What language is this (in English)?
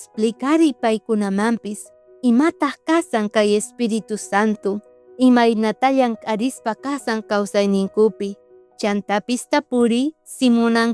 South Bolivian Quechua